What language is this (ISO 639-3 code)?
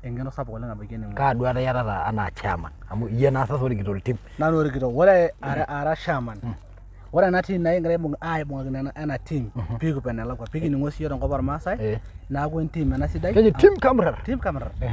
mas